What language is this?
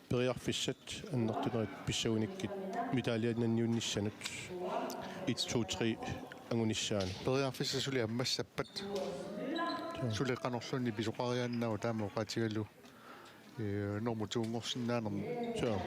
Kalaallisut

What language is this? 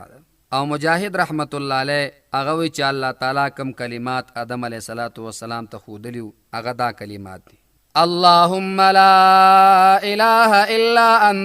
Pashto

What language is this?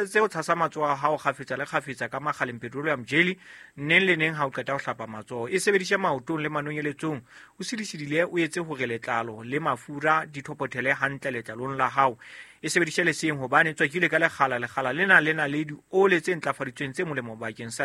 Southern Sotho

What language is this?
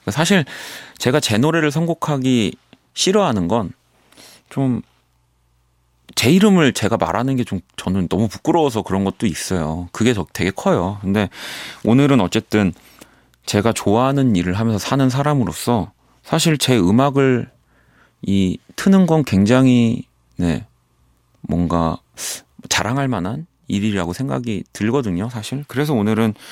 Korean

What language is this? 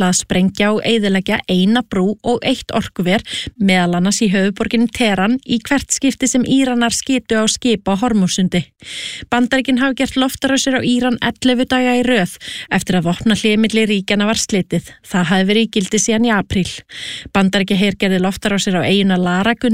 Icelandic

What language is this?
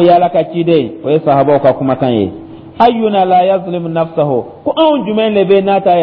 Dyula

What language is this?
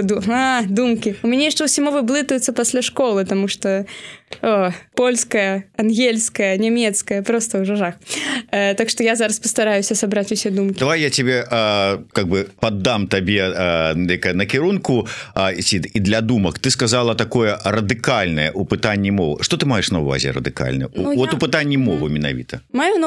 Belarusian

